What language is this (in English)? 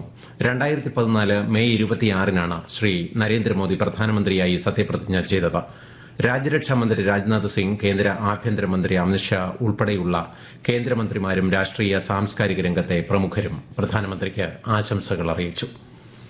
Malayalam